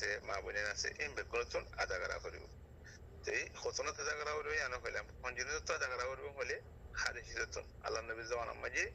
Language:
Rohingya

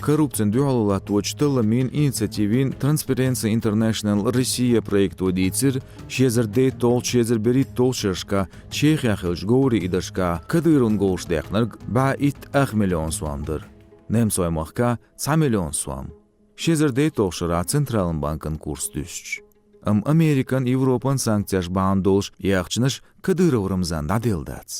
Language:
Chechen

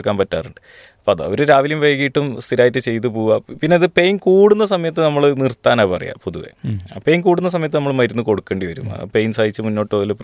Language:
Malayalam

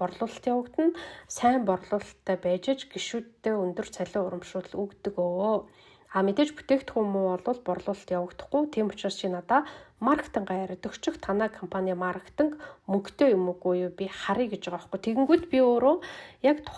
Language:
Mongolian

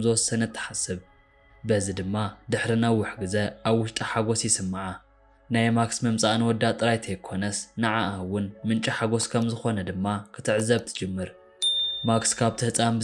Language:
Tigrinya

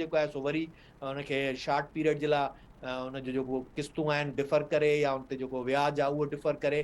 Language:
Sindhi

